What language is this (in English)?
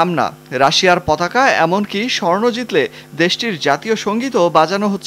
Bangla